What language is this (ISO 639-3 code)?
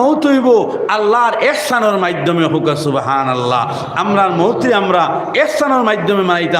syl